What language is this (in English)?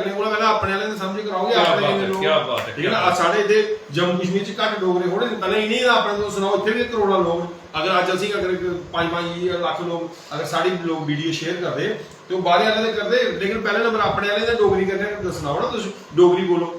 Dogri